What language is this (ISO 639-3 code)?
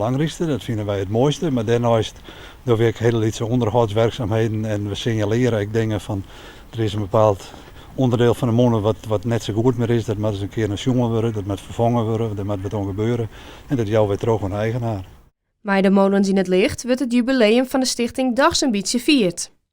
fry